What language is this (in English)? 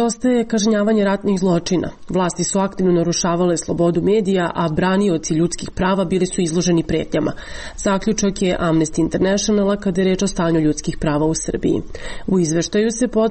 Serbian